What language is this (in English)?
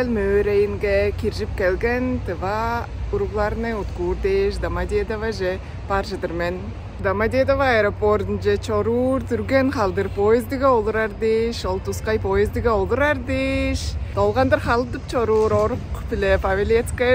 Tuvinian